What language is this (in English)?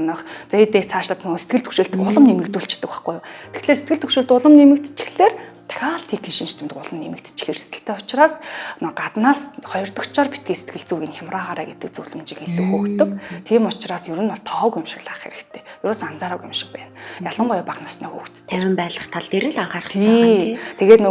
Mongolian